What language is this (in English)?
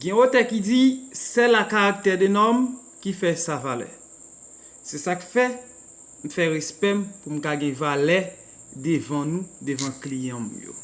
Haitian Creole